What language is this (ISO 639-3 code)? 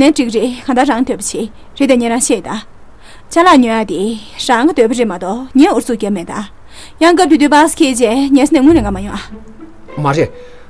bod